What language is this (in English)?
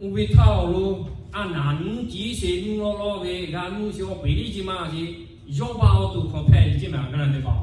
Lahu